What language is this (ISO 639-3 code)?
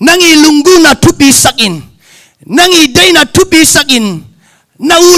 ctd